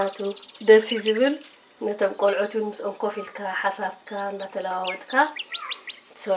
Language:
Tigrinya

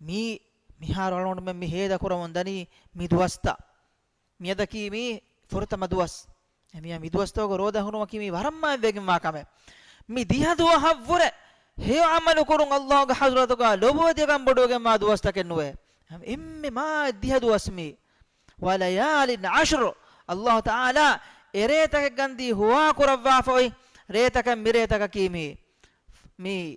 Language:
Divehi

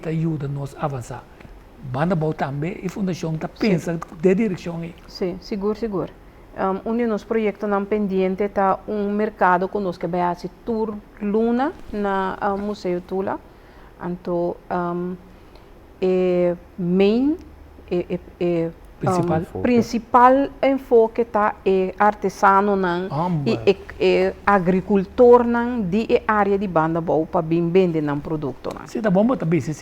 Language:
Papiamento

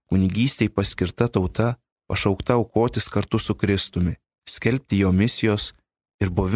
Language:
Lithuanian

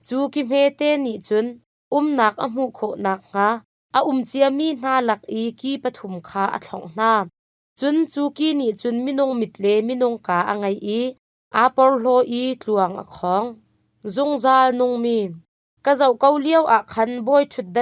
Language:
Hakha Chin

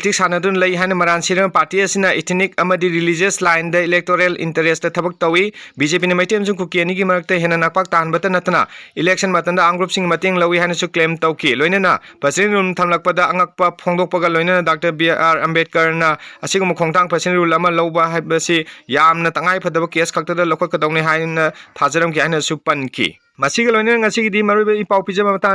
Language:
Manipuri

